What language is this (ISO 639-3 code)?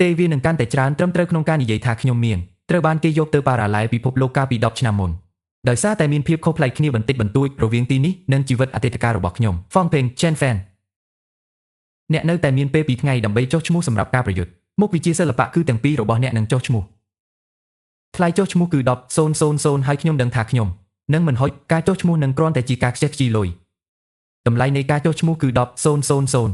khm